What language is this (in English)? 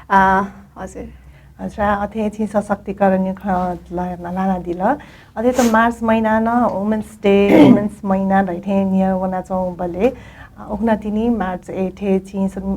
Newari